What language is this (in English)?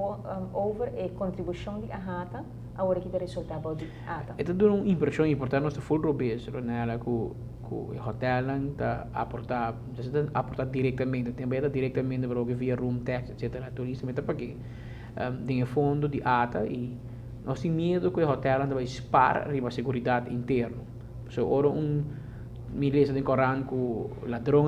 Papiamento